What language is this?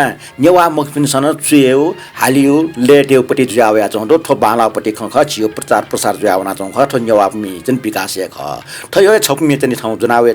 Newari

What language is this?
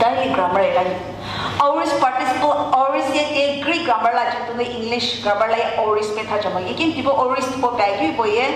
Sumi Naga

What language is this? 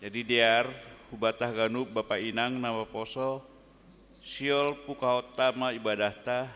Batak Simalungun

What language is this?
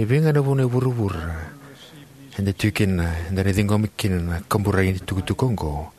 Fijian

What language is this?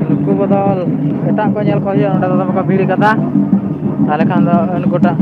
Santali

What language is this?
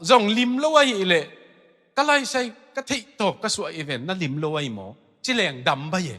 Tedim Chin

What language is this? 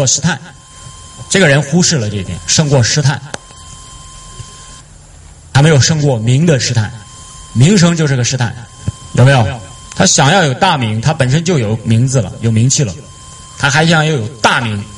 Chinese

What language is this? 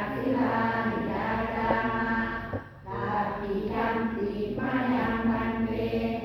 Pali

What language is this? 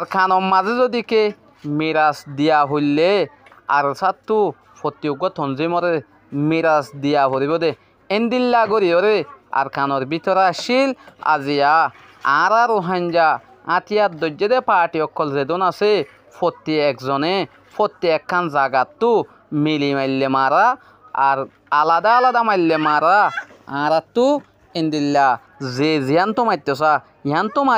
Rohingya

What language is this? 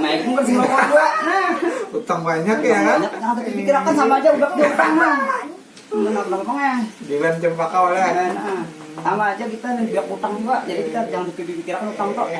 Banjar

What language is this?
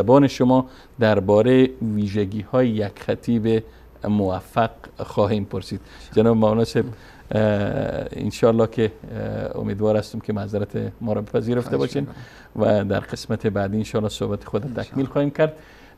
Persian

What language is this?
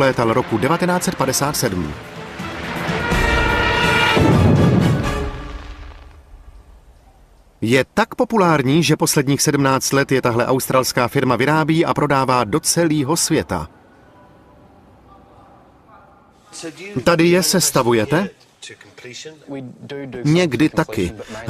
Czech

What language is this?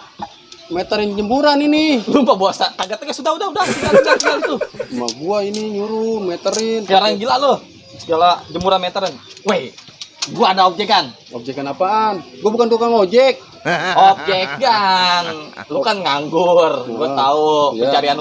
Betawi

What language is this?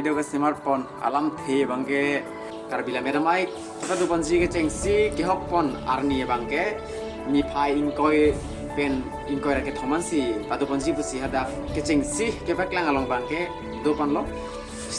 Karbi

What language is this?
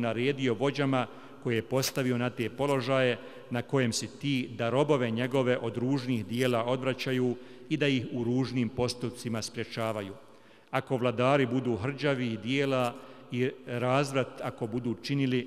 Bosnian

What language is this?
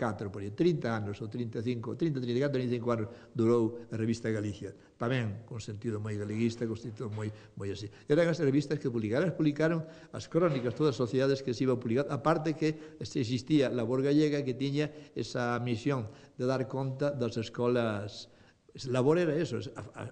Galician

